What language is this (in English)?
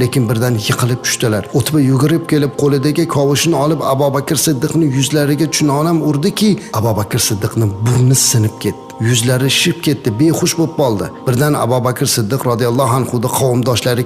Uzbek